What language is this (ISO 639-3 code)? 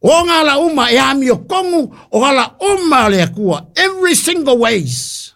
smo